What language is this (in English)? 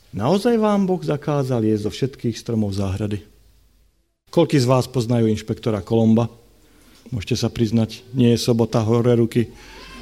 Slovak